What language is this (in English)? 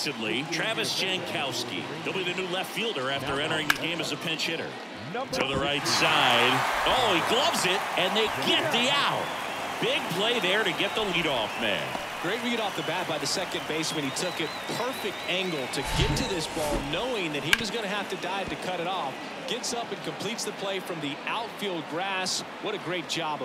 English